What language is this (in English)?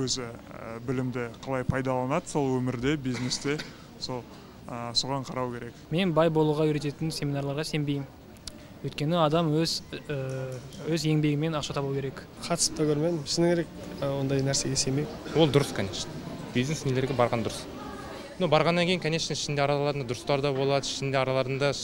Kazakh